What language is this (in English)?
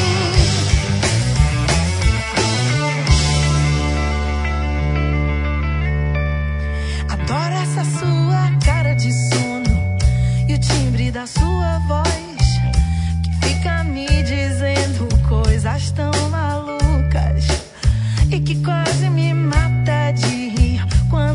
Portuguese